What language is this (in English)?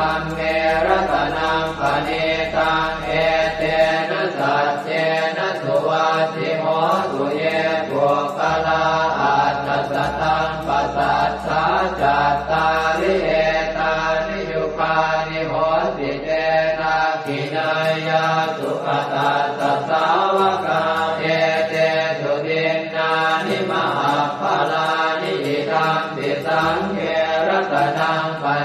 Pali